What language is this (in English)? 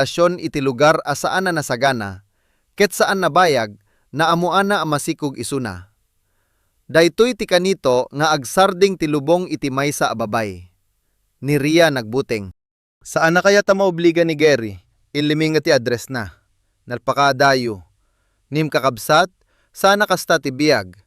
Iloko